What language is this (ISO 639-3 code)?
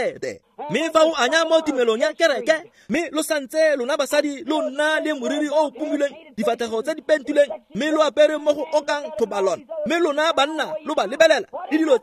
tsn